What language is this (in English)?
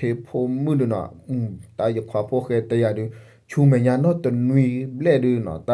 S'gaw Karen